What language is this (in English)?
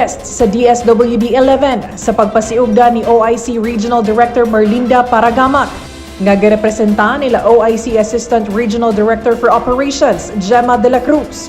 Cebuano